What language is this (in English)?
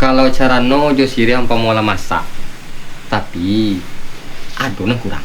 Minangkabau